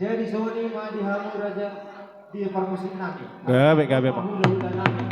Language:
Batak Toba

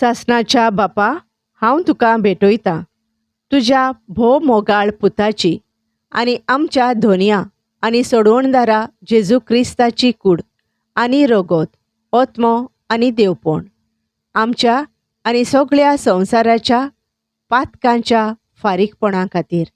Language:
Konkani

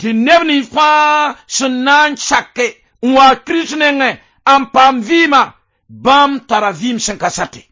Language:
Mossi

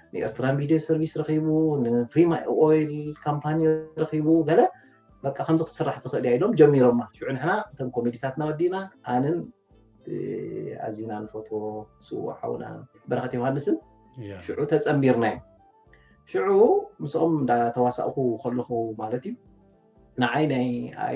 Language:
Tigrinya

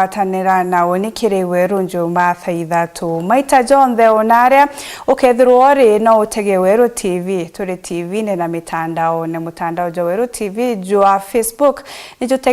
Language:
Meru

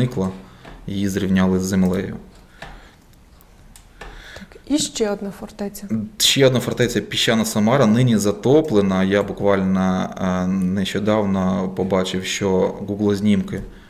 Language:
Ukrainian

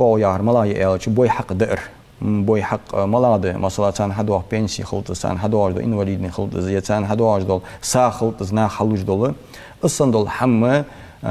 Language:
Ingush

